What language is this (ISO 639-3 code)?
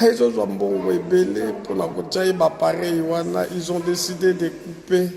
lin